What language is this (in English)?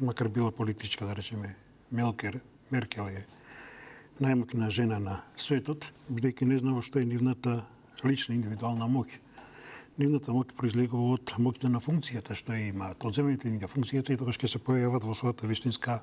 Macedonian